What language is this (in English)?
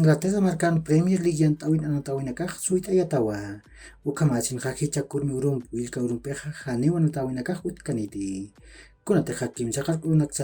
Aymara